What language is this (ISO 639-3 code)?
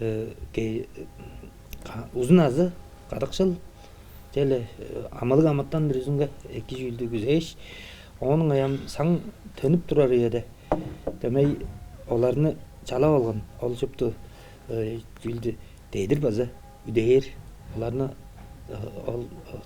tyv